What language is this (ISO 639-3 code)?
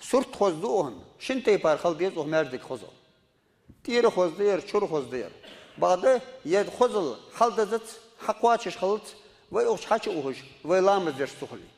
inh